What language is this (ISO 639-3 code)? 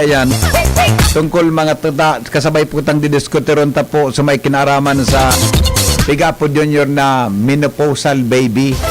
bik